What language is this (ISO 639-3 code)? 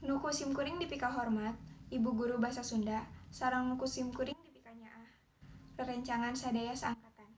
sun